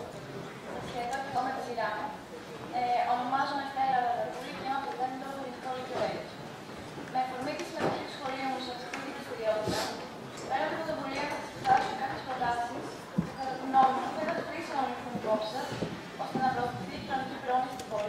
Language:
Greek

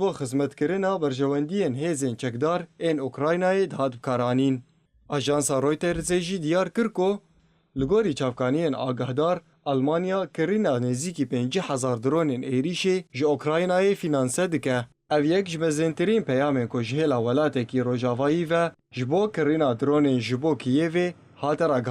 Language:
Kurdish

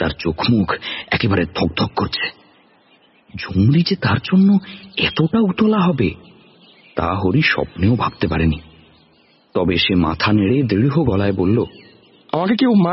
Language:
Bangla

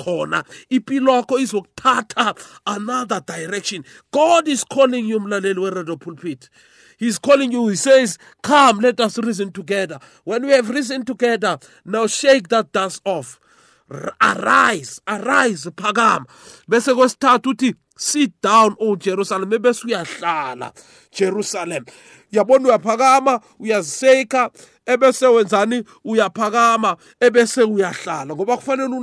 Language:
South Ndebele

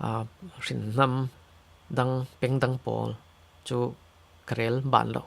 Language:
Falam Chin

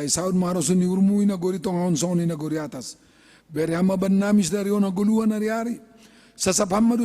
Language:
Batak Simalungun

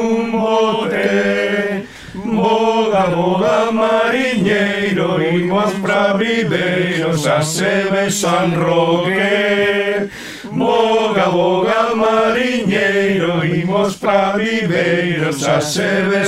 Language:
Galician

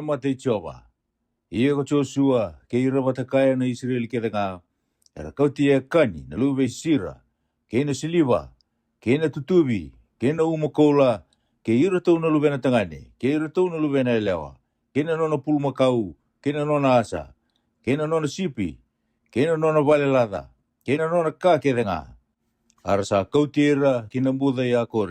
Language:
Fijian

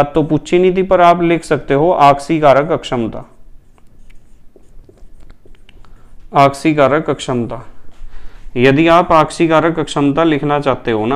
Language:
Hindi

